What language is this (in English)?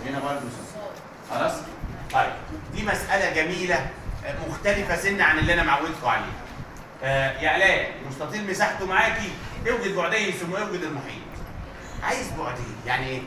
Egyptian Arabic